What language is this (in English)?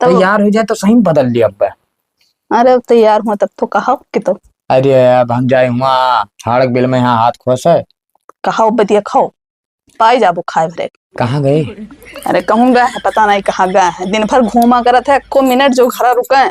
Awadhi